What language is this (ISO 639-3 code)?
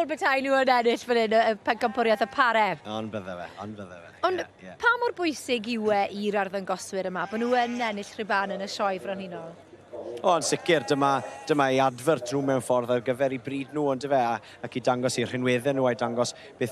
cym